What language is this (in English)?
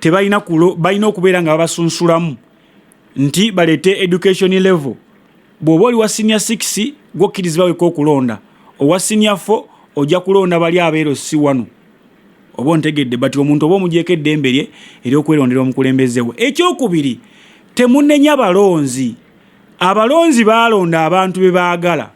Ganda